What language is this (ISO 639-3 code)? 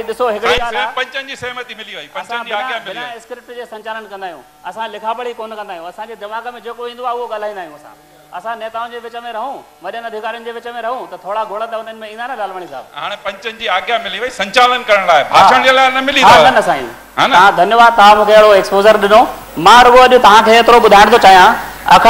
snd